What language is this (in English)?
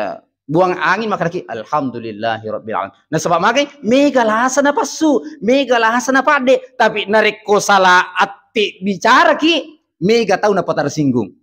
Buginese